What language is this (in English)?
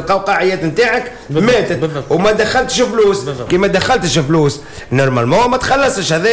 Tunisian Arabic